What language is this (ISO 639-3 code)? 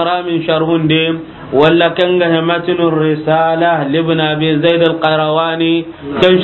snk